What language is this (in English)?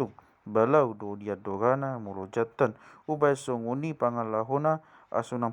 Batak Toba